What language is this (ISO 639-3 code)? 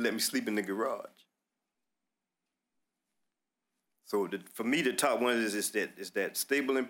eng